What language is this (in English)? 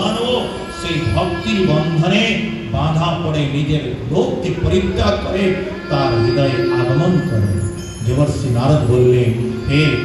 Bangla